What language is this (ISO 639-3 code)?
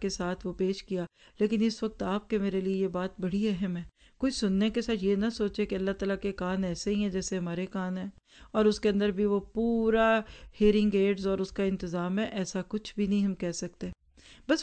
urd